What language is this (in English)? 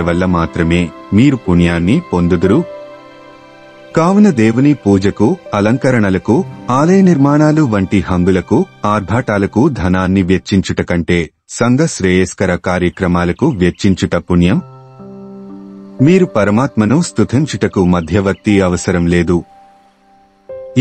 Telugu